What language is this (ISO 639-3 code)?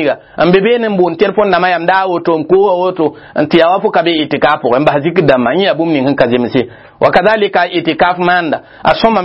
mos